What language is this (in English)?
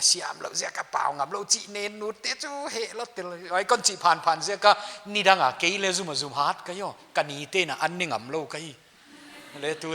Paite Chin